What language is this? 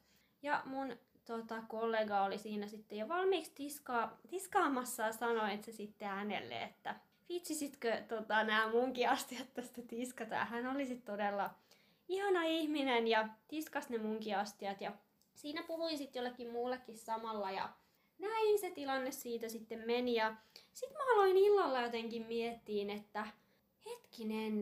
Finnish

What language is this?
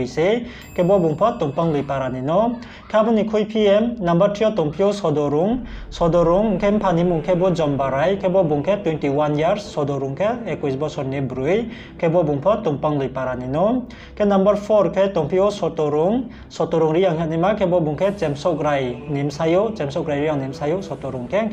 Riang (India)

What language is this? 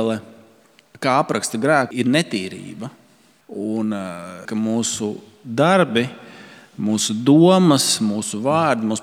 Latvian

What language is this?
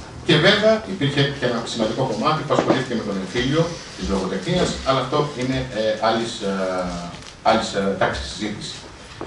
Greek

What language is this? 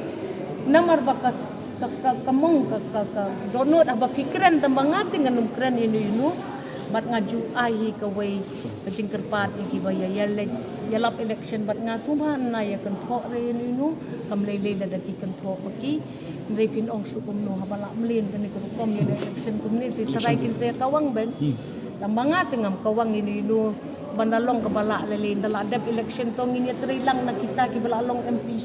Khasi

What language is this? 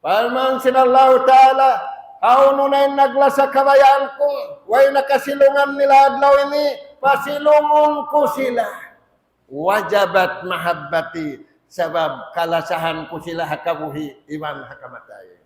Tausug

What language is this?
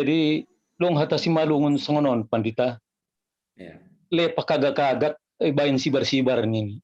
Batak Simalungun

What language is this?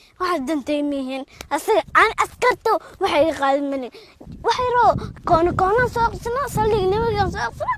Somali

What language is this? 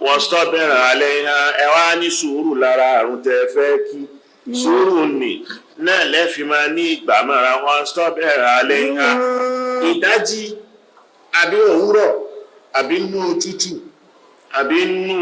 Yoruba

